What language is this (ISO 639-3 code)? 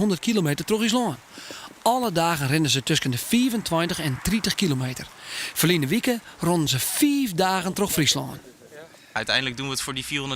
fry